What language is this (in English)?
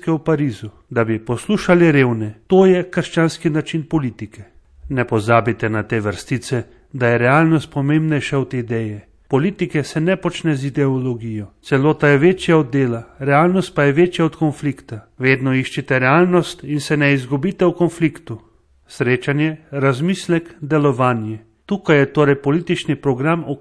Slovenian